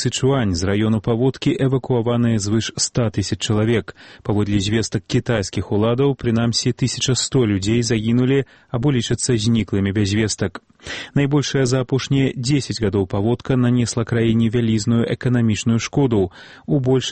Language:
Belarusian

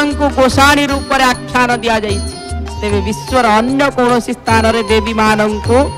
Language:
Odia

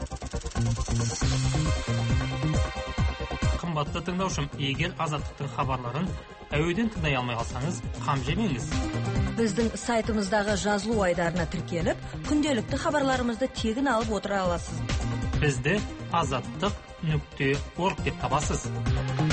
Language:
Kazakh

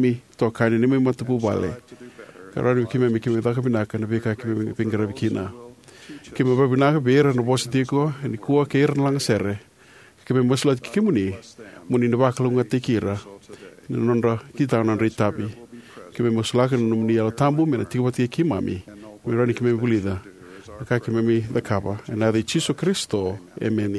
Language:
Fijian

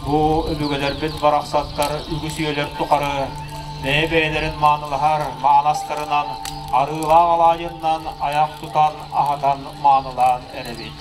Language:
Yakut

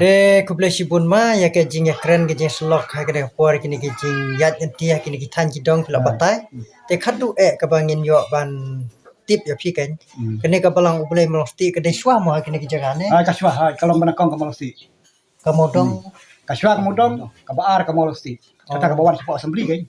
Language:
Khasi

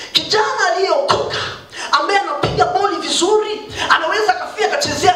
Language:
Swahili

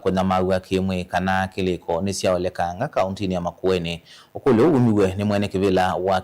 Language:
Kamba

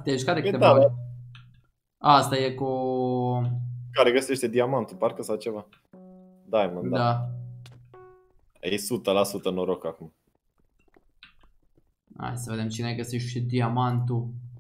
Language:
Romanian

